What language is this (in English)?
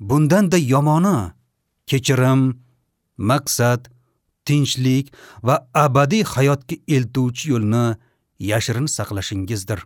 Uzbek